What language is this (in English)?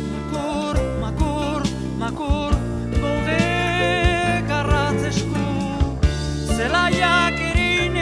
Basque